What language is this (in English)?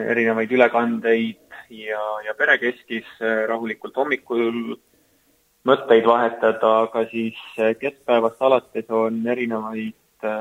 Estonian